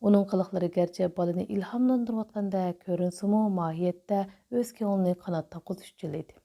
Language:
Uyghur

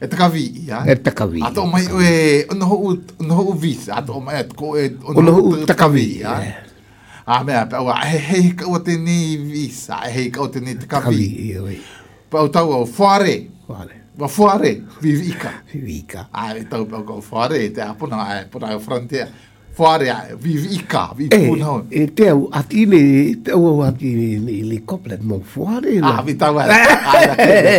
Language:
Galician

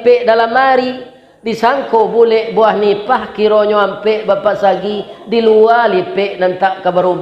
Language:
Minangkabau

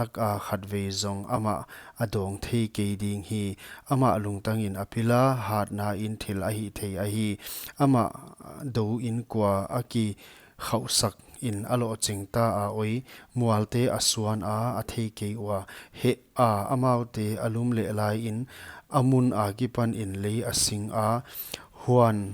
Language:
Paite Chin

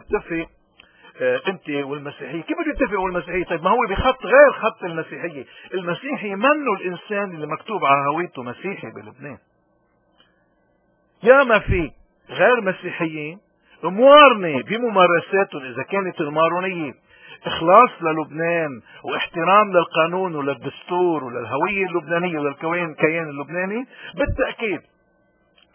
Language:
North Levantine Arabic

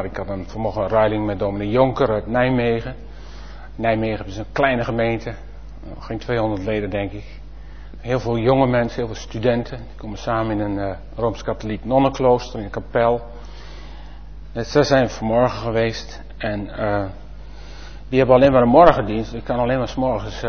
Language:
Dutch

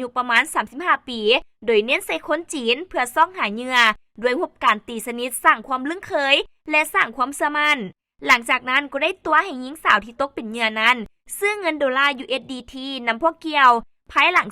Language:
Lao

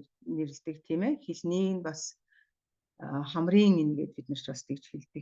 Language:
Mongolian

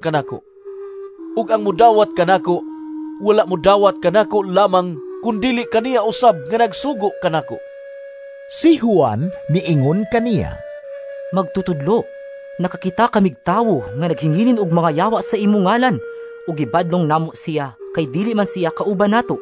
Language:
Cebuano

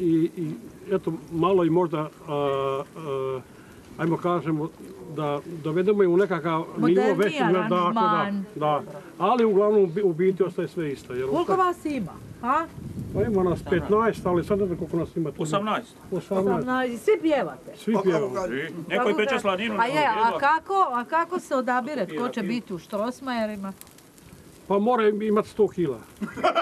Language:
Croatian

